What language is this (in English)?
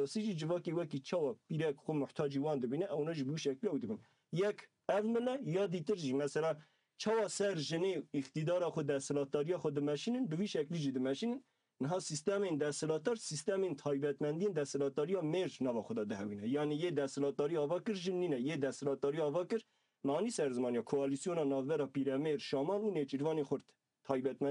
Kurdish